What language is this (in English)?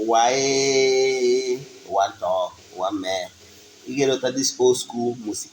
Igbo